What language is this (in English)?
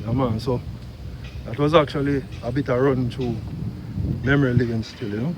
Jamaican Creole English